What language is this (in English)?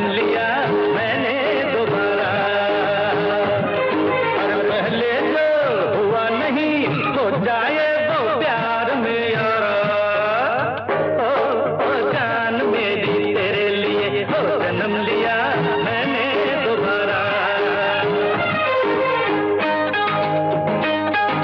Hindi